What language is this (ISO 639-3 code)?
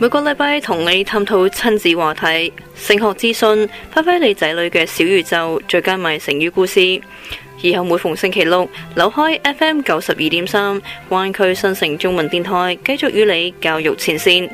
yue